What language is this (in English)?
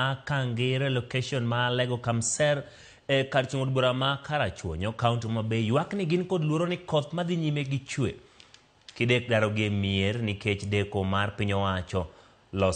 Luo (Kenya and Tanzania)